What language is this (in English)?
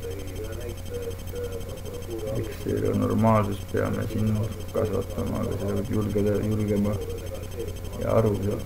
Estonian